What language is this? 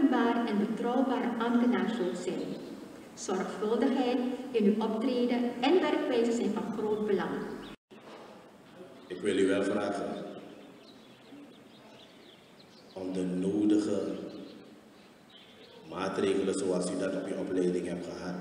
Dutch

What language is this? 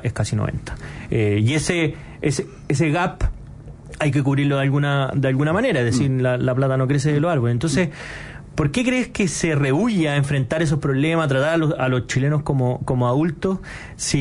Spanish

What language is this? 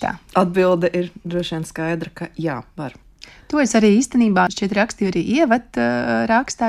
Latvian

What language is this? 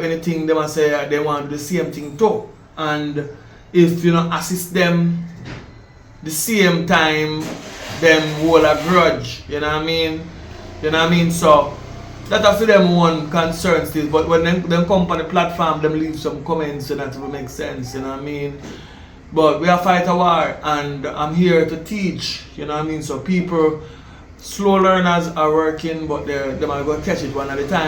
Jamaican Creole English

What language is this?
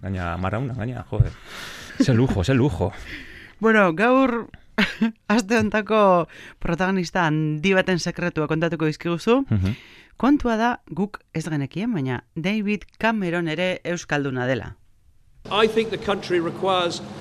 Basque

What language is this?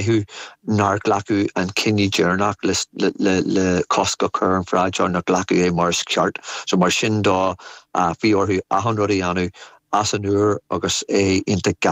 Irish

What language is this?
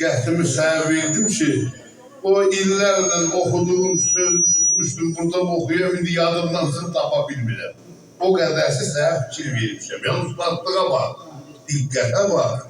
South Azerbaijani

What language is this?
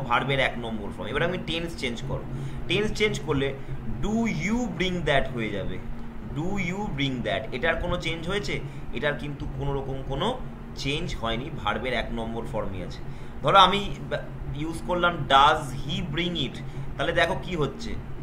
Bangla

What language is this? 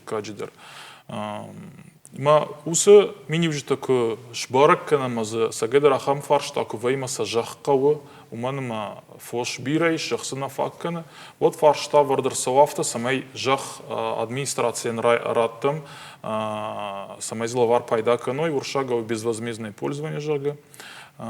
Ossetic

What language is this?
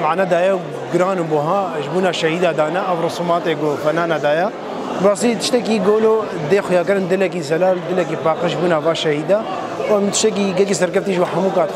Kurdish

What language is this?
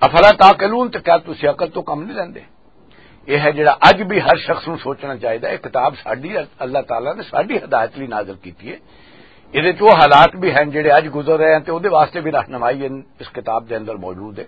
Western Panjabi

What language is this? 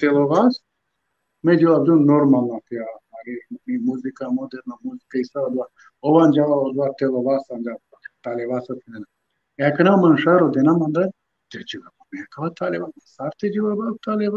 Balkan Romani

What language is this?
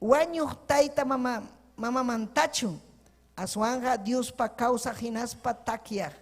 Ayacucho Quechua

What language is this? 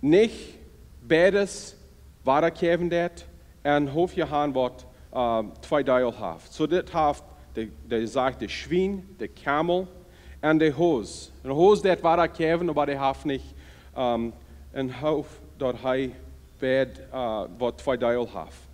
Plautdietsch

